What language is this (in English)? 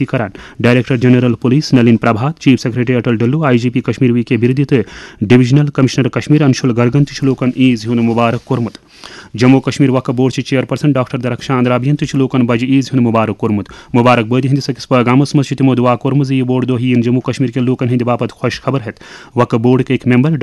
Kashmiri